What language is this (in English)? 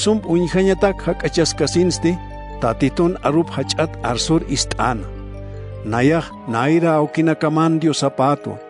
Aymara